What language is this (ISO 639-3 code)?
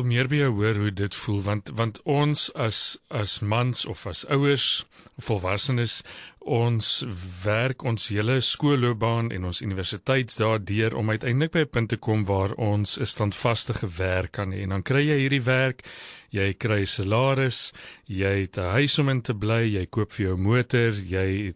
afr